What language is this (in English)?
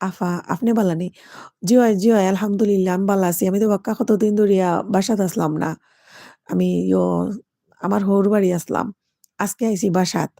Sylheti